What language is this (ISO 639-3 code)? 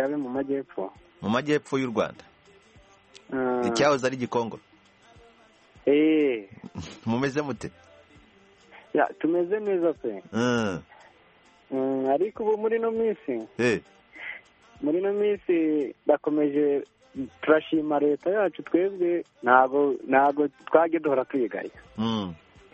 kin